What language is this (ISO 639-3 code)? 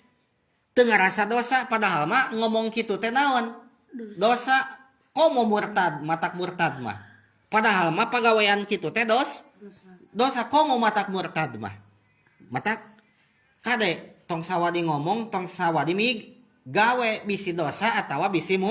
sun